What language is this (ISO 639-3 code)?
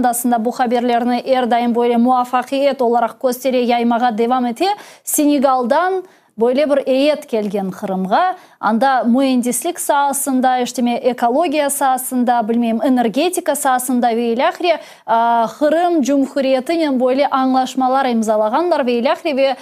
crh